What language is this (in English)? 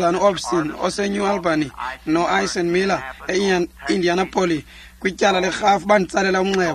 Xhosa